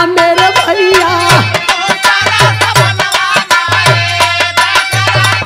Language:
Bhojpuri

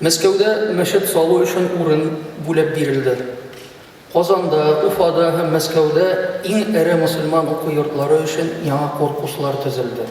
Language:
Tatar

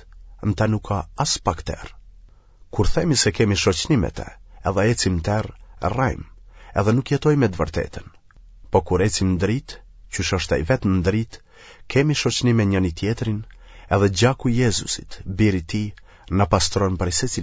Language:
Albanian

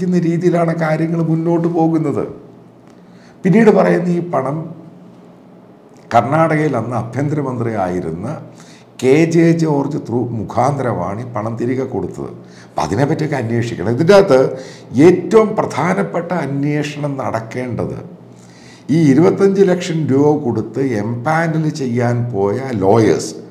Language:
Malayalam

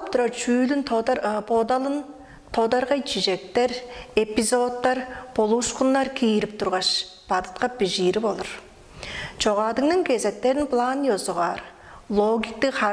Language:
Tuvinian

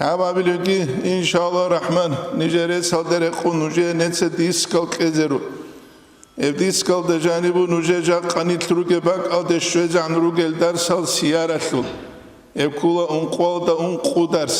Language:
Avaric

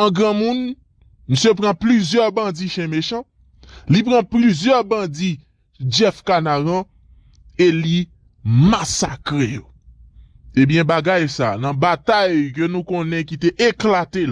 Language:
Haitian Creole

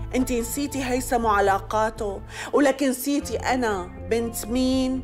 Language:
North Levantine Arabic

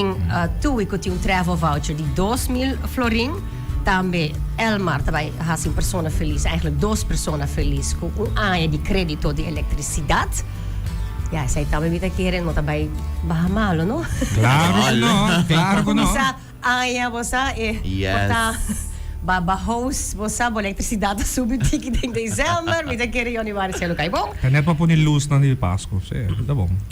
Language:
Papiamento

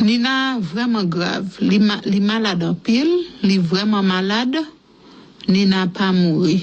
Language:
Haitian Creole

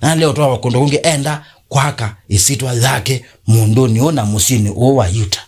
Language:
Kamba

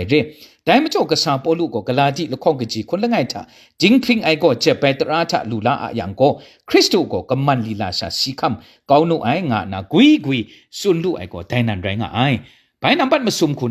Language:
Kachin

